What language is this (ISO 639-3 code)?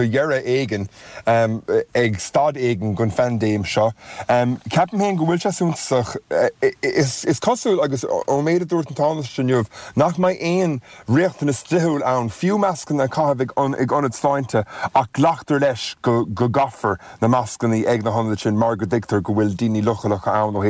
gle